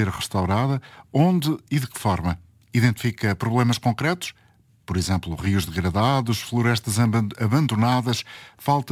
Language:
Portuguese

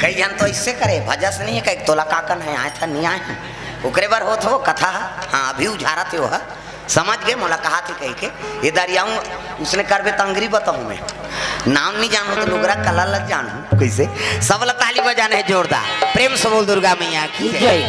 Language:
Chhattisgarhi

